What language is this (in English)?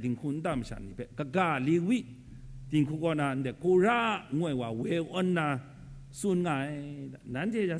Kachin